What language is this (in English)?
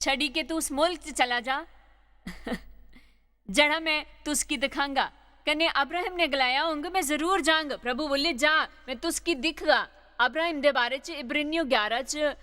Dogri